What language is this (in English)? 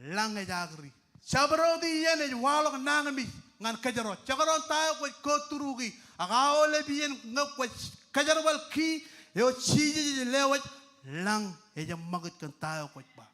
Marshallese